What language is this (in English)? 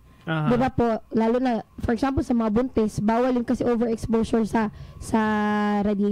Filipino